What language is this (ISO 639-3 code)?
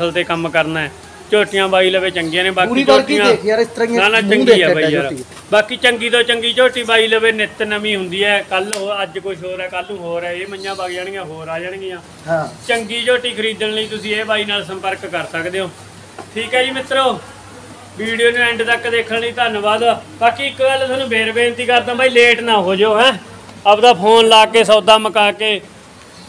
pan